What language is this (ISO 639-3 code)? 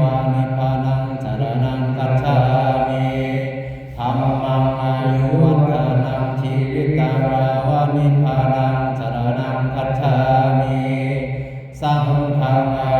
pli